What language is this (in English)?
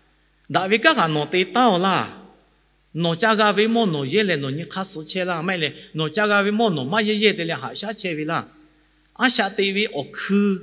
Lahu